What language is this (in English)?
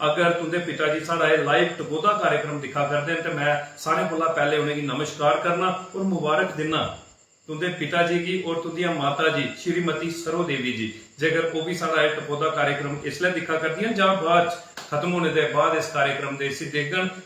Dogri